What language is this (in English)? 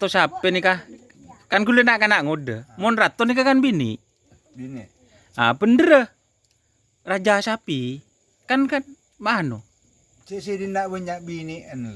Madurese